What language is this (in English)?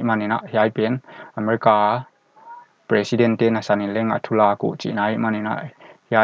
Paite Chin